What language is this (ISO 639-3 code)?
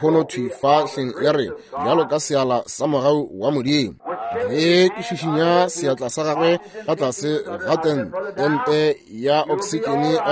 nso